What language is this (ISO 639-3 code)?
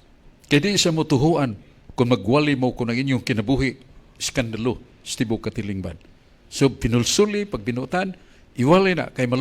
ceb